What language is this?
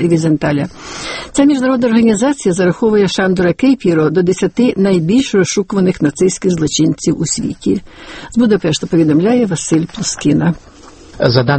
Ukrainian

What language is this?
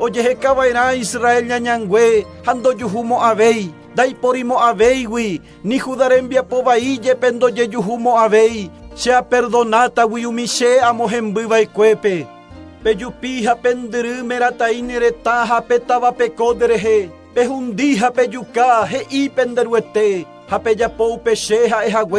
Guarani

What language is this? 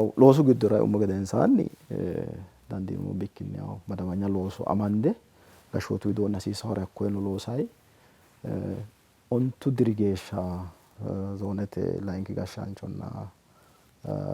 Sidamo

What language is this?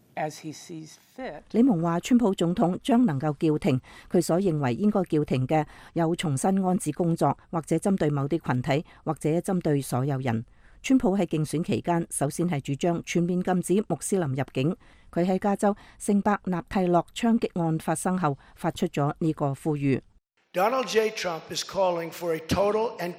Cantonese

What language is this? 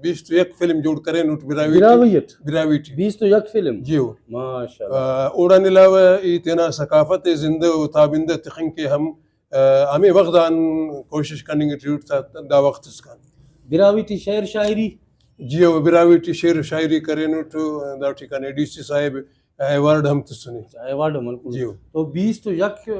Brahui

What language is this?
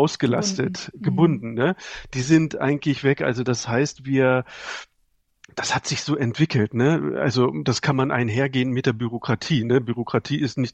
German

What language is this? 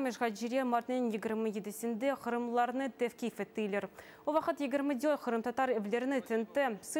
Crimean Tatar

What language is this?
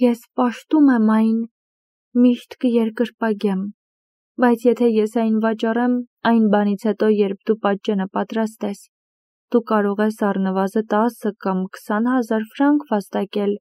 Armenian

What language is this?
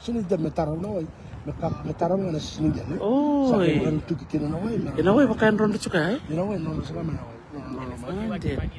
Fijian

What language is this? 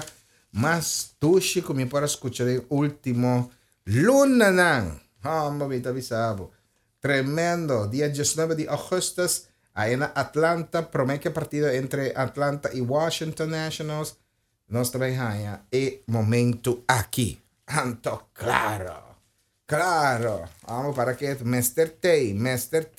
Papiamento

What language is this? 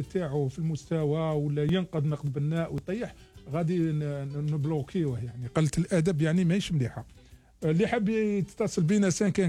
Algerian Arabic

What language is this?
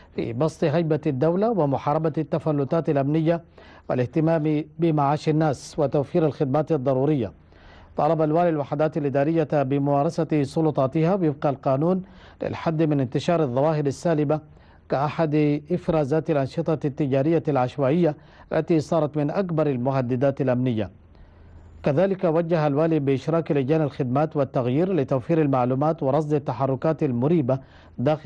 Arabic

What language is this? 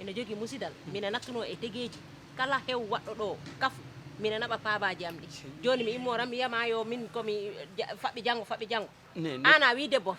Fula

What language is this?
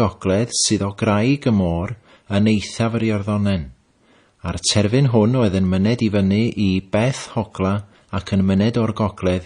Welsh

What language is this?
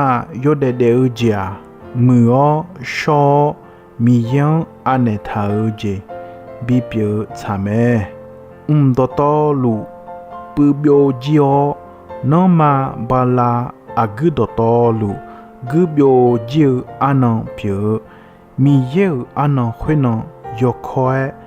Akha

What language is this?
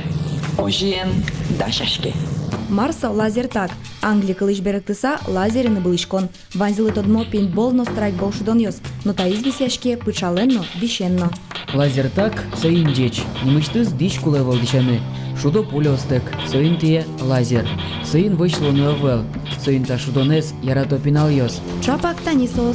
Udmurt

